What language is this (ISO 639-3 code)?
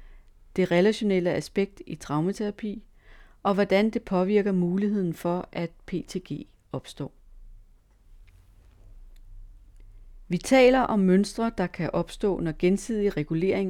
dan